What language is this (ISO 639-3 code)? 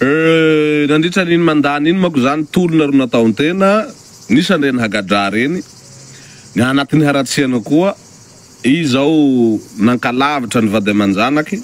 mlg